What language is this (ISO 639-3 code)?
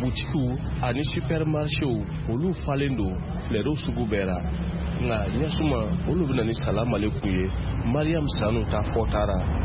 bam